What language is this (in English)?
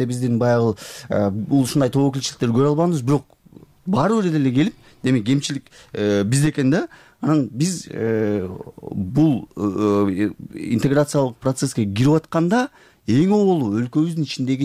Kyrgyz